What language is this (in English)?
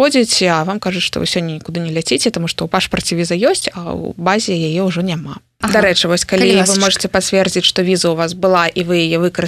Belarusian